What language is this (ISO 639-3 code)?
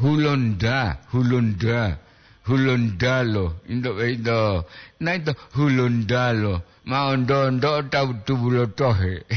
gor